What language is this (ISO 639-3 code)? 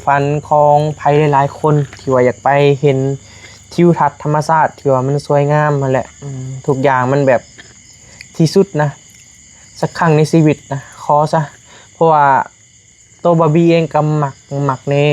tts